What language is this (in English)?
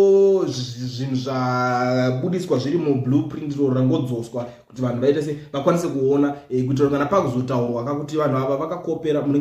Shona